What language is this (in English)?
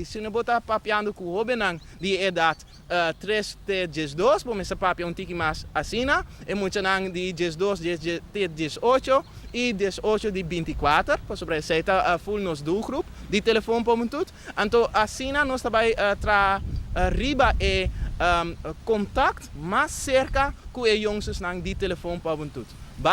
Papiamento